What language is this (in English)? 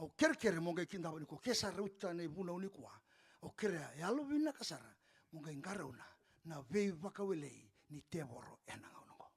Fijian